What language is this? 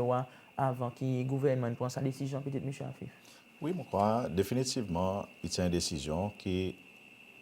Seselwa Creole French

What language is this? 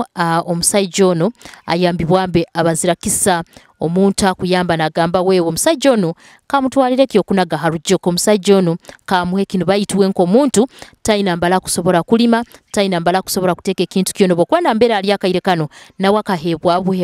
Nyoro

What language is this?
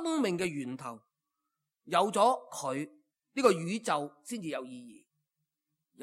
Cantonese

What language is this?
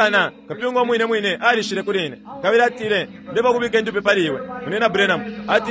Bemba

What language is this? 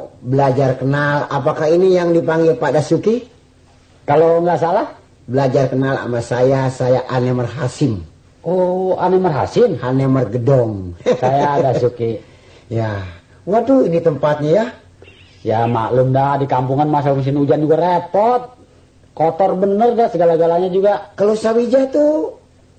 Betawi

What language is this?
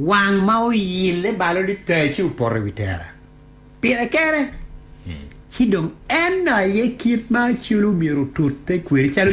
Acoli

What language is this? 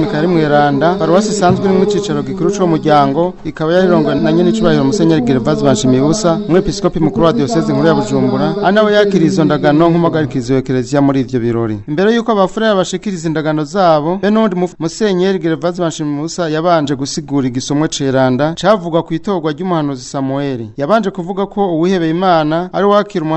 Rundi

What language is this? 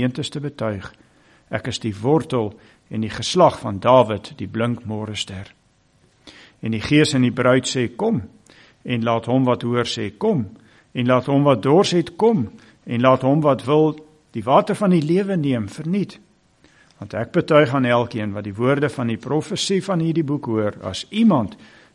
Afrikaans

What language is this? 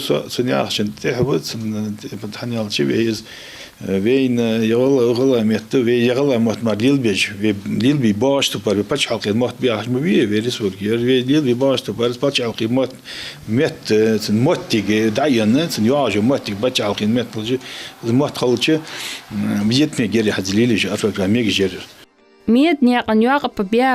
Ingush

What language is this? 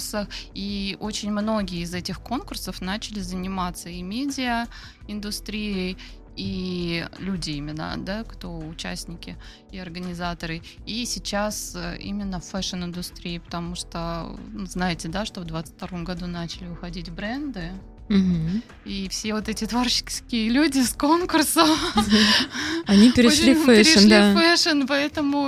Russian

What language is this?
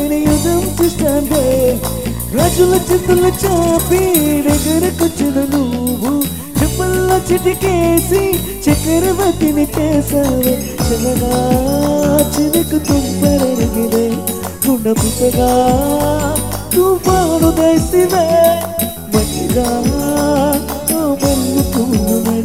Telugu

